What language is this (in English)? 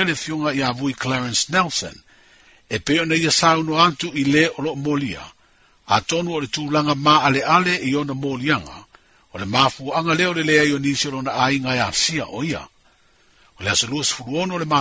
Samoan